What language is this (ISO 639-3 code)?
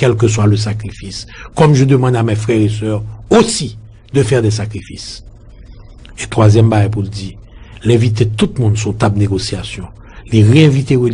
hat